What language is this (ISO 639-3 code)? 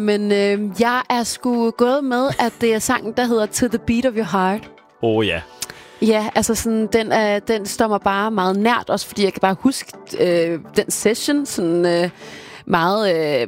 dan